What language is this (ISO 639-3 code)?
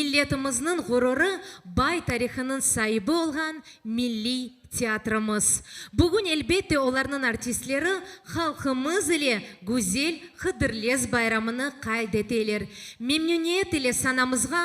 crh